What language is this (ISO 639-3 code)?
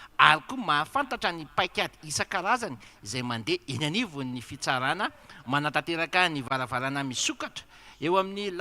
mlg